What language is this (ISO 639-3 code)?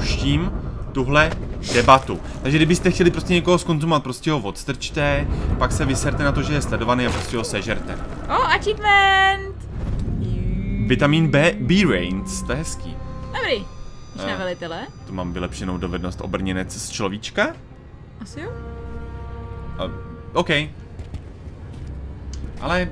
ces